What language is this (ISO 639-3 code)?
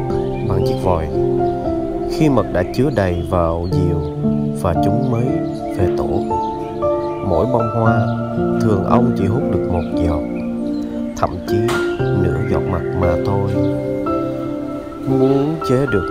vie